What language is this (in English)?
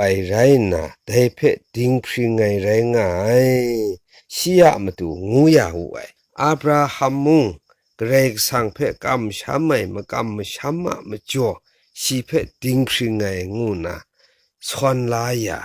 Kachin